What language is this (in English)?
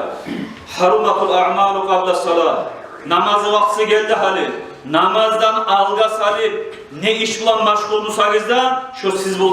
Kumyk